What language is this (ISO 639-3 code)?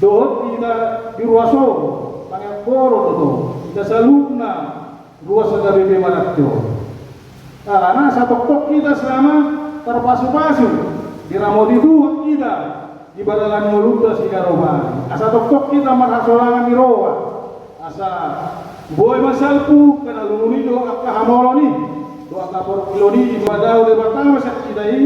bbc